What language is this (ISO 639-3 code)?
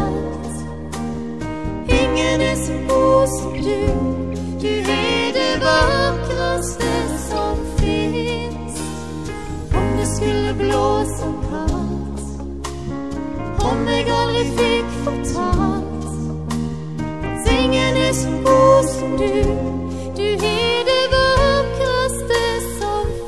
nor